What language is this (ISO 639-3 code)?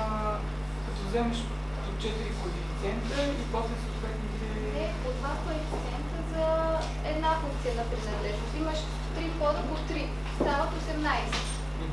bul